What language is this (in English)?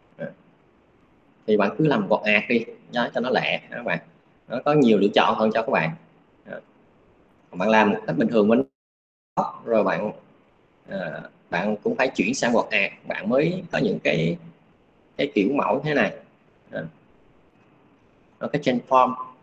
Vietnamese